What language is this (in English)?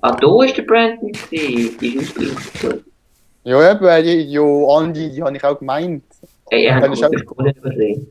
Swiss German